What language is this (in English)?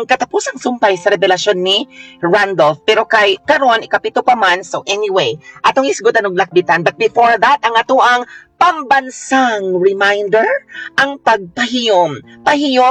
Cebuano